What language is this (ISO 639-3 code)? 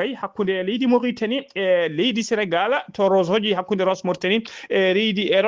ful